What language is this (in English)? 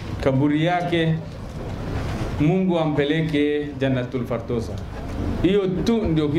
Swahili